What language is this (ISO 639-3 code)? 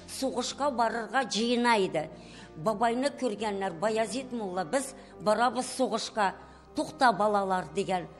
tat